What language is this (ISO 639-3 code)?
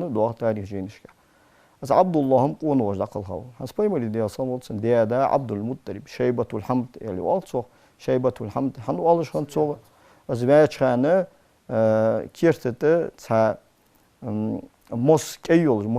inh